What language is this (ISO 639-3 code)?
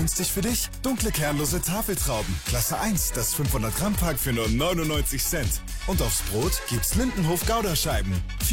deu